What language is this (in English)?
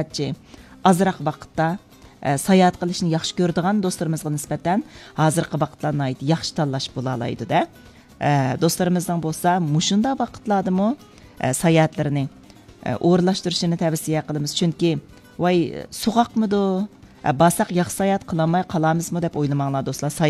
Uyghur